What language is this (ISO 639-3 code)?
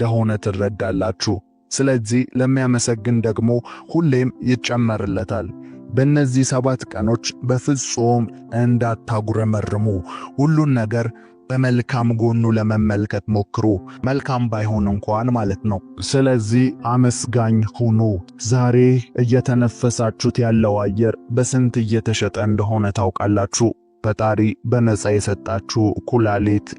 amh